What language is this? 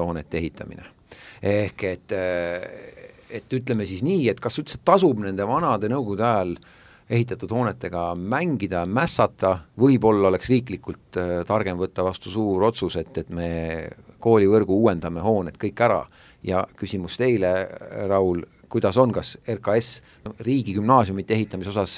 Estonian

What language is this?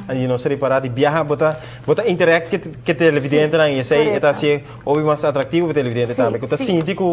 Papiamento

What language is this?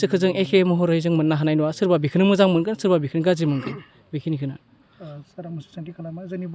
Bodo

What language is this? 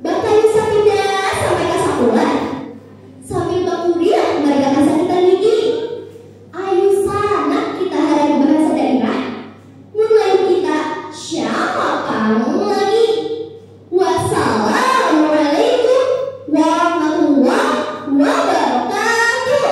Banjar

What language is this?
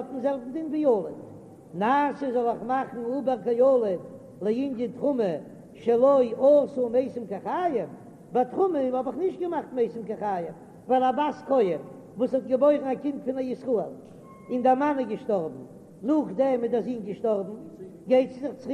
Yiddish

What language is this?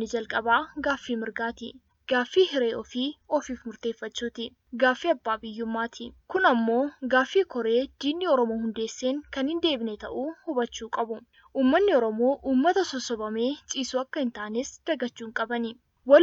Oromo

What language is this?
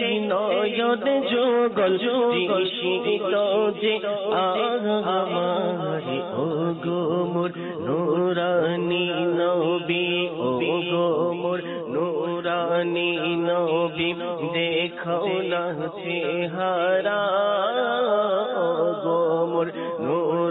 Bangla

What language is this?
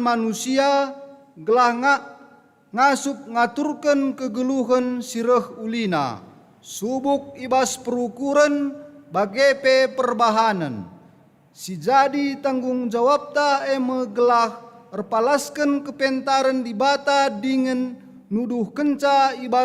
Batak Karo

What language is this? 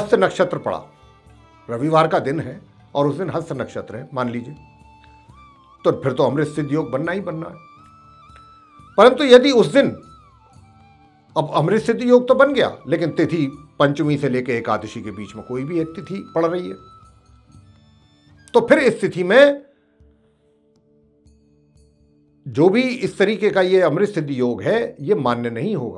Hindi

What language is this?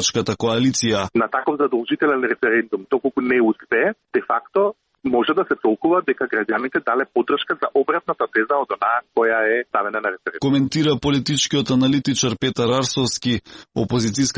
Macedonian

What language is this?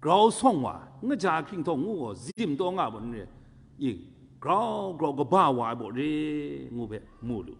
Kachin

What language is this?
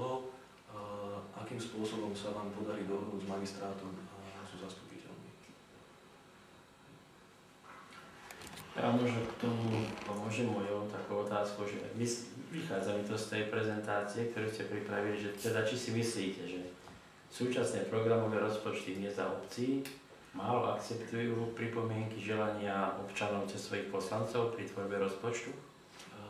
Slovak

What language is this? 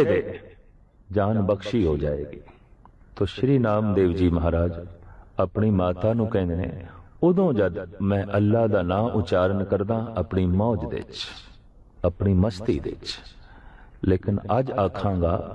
Punjabi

